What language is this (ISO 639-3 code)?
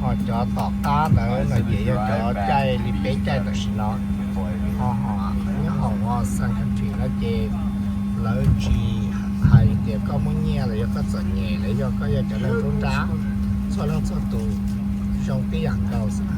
hmn